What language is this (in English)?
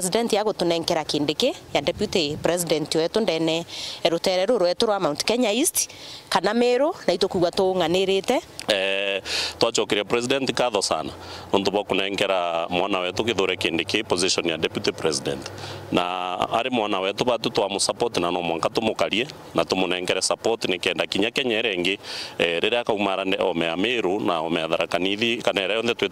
Meru